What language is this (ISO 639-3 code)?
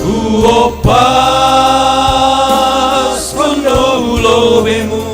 bts